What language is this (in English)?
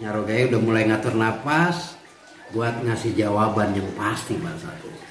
Betawi